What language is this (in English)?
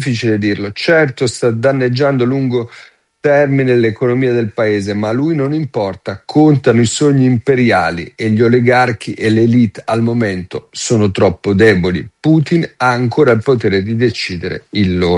Italian